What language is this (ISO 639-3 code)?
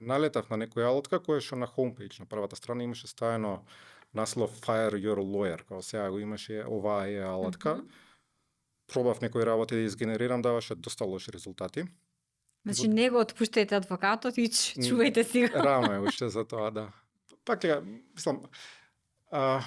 mkd